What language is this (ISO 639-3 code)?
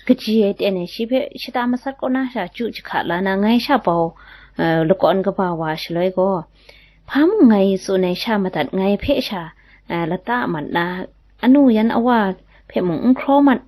kac